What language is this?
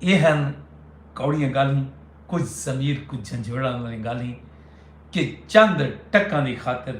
Saraiki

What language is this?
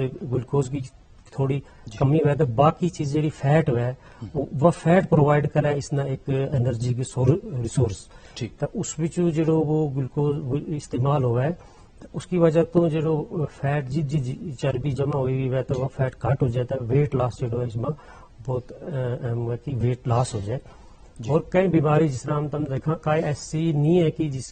Gujari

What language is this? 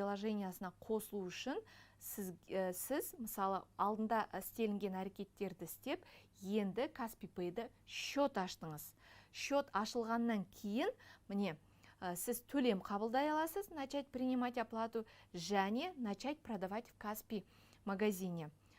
Kazakh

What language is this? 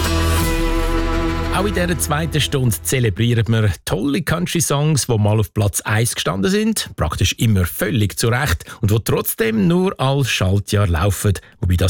German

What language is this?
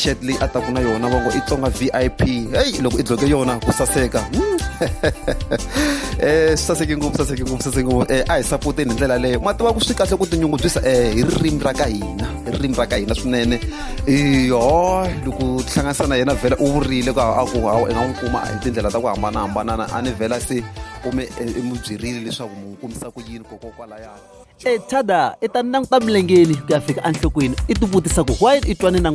Tsonga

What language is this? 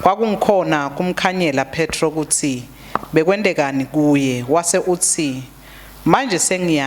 Swati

